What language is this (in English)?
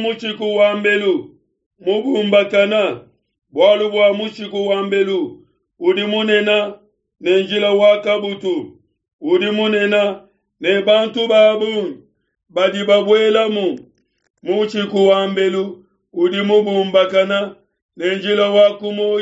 Luba-Lulua